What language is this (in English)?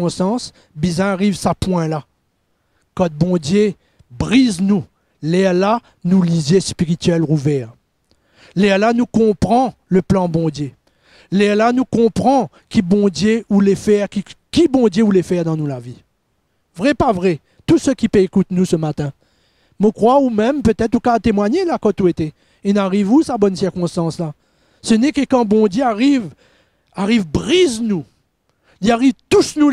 Morisyen